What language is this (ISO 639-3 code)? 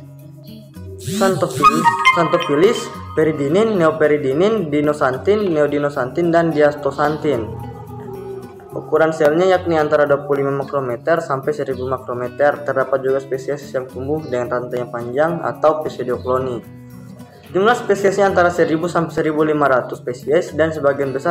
ind